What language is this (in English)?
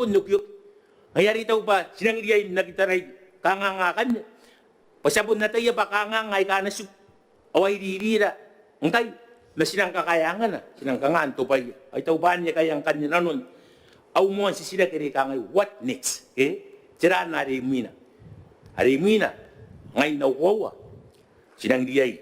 Gilbertese